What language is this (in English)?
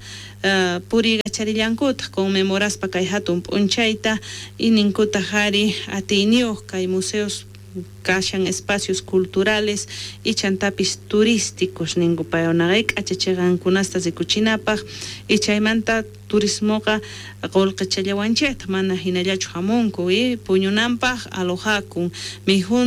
South Bolivian Quechua